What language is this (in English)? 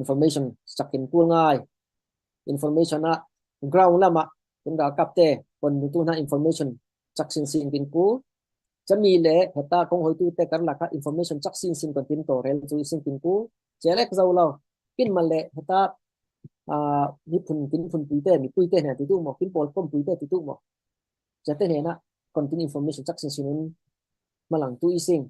Falam Chin